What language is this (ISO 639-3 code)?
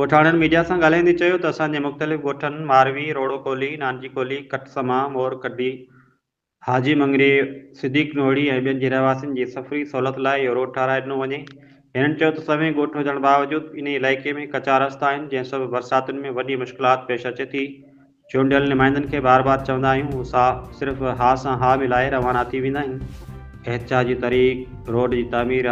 snd